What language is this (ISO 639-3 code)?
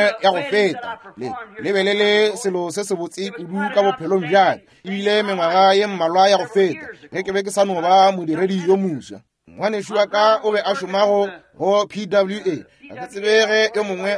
nso